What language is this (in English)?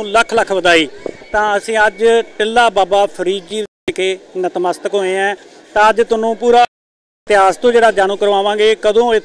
Punjabi